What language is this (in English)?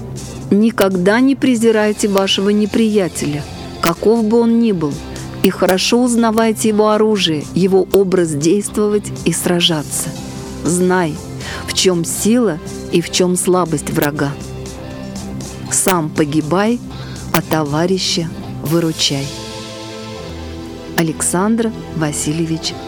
Russian